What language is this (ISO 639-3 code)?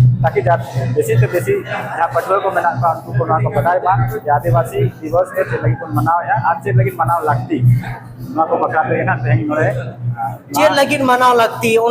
sat